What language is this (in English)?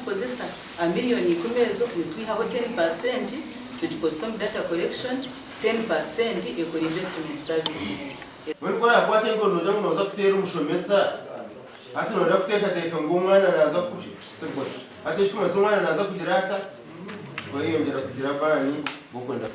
Nyankole